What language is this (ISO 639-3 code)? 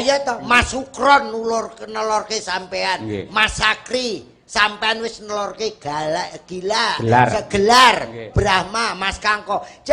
jav